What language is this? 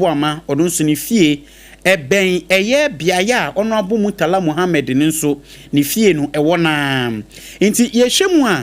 Akan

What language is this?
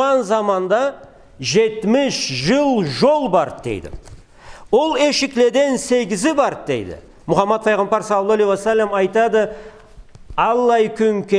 Karachay-Balkar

